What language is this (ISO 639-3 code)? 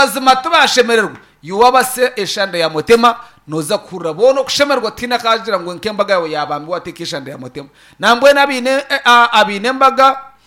nyn